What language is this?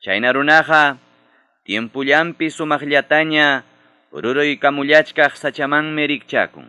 Ayacucho Quechua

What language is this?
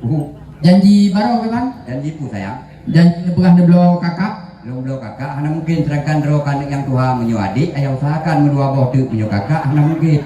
Achinese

